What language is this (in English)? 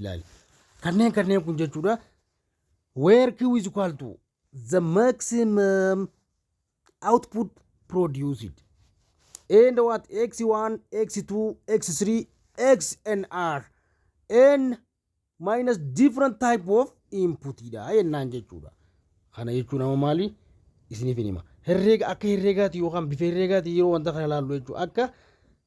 Oromo